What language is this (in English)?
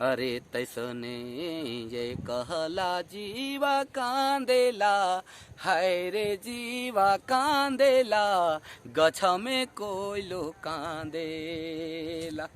Sadri